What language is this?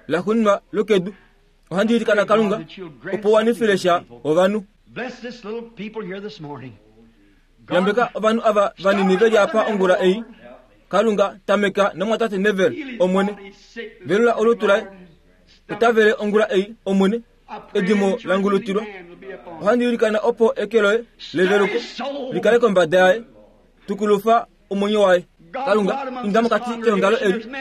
Kuanyama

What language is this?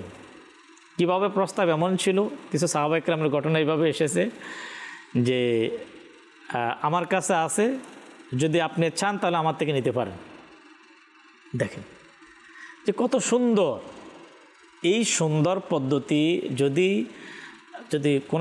Bangla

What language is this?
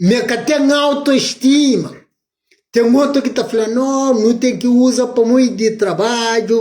Kabuverdianu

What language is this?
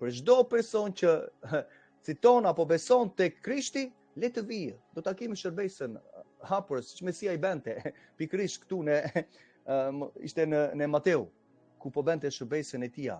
Albanian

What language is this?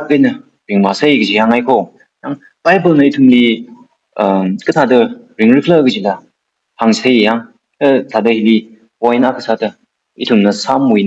Tangkhul Naga (India)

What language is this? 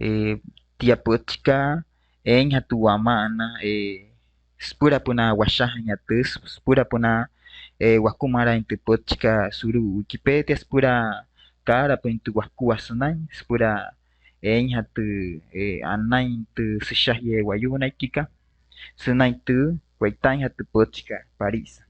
Wayuu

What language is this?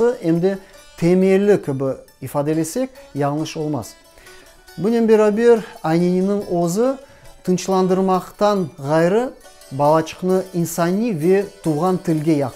Crimean Tatar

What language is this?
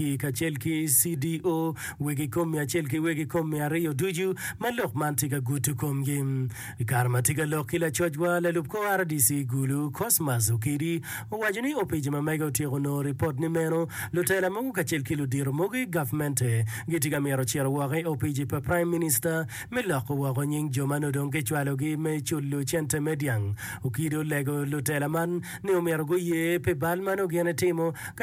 Acoli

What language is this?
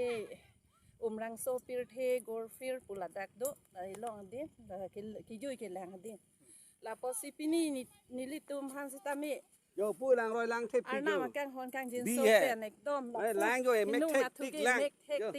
Karbi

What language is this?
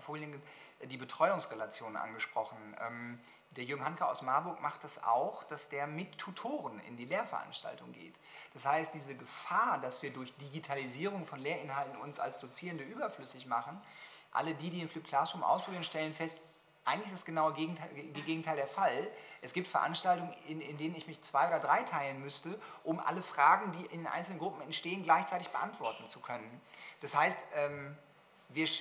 German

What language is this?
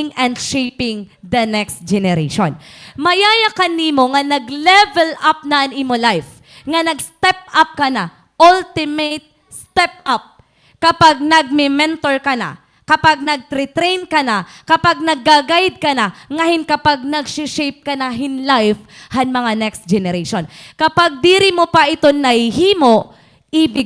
Waray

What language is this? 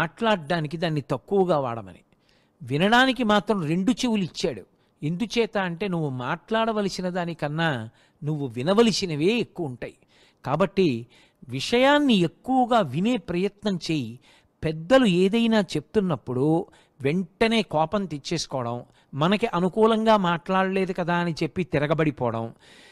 Telugu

